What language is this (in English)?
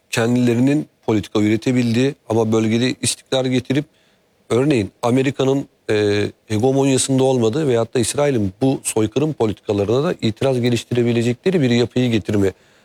Turkish